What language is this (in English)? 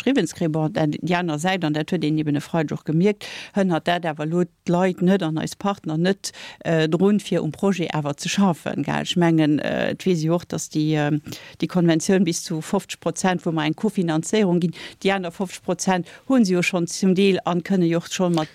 Luxembourgish